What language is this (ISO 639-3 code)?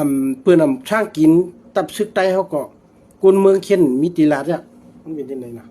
shn